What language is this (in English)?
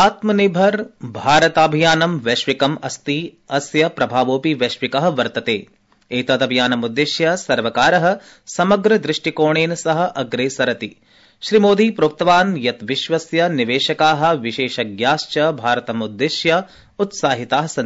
Sanskrit